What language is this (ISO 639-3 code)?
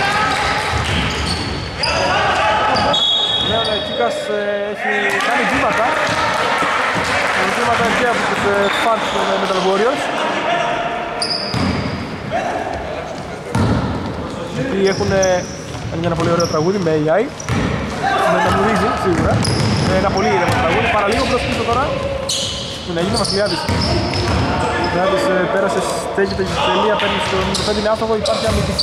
ell